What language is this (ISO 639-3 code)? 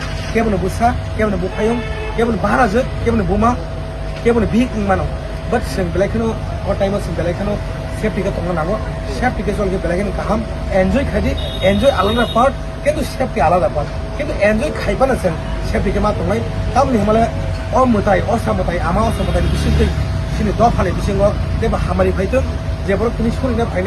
trp